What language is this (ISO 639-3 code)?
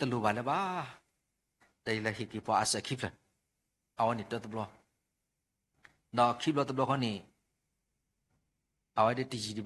ksw